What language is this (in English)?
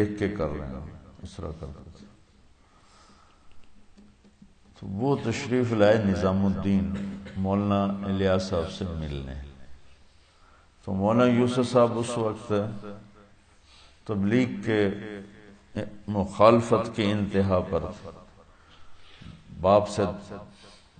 Urdu